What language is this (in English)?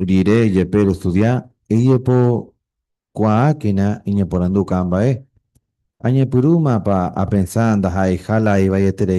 Guarani